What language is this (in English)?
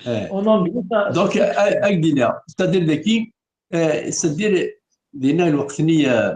Kabyle